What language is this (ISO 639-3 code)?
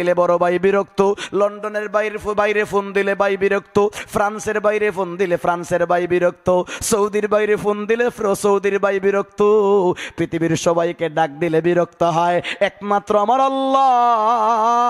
syl